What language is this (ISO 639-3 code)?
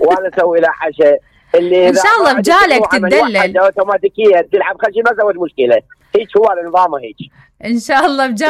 acm